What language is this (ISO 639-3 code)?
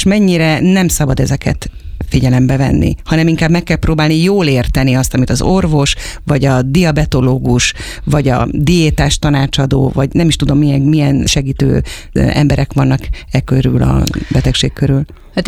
hun